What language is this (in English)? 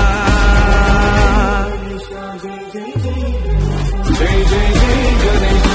Telugu